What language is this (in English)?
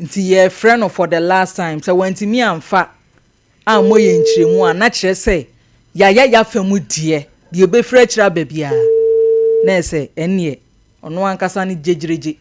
Akan